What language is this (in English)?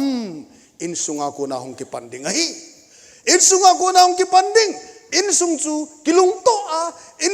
Thado Chin